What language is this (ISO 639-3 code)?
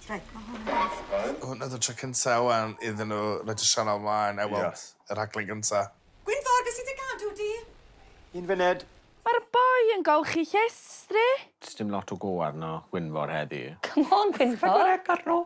cym